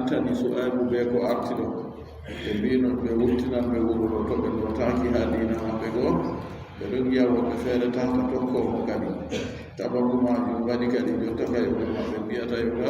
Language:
Adamawa Fulfulde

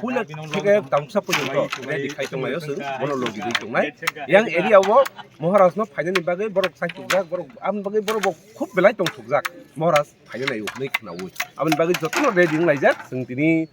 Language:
Kok Borok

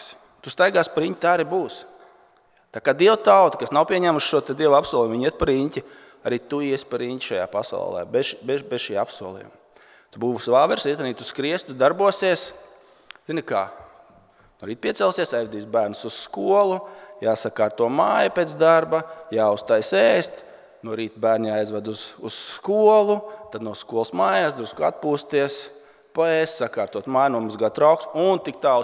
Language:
Latvian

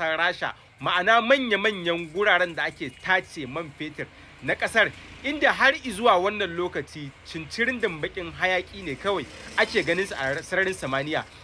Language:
Hausa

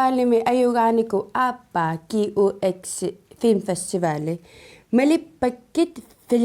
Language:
Kalaallisut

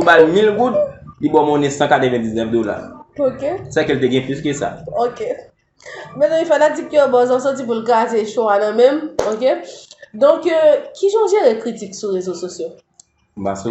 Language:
Haitian Creole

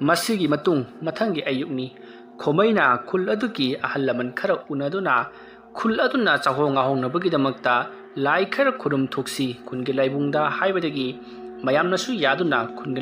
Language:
Manipuri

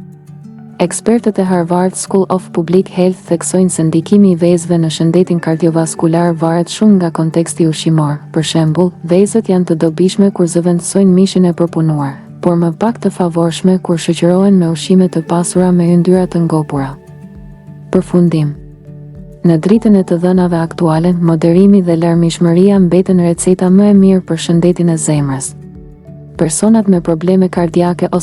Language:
Albanian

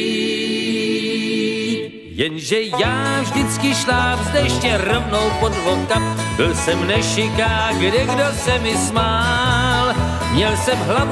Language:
Czech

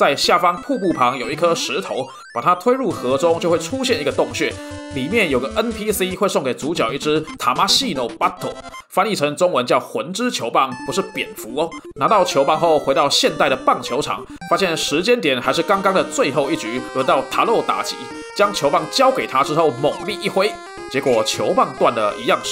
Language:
Chinese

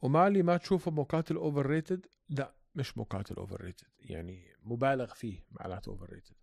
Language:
North Levantine Arabic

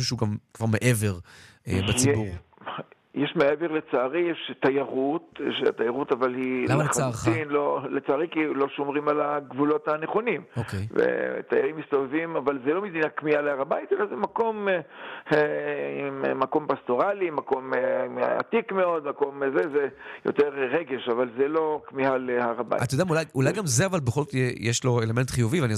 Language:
Hebrew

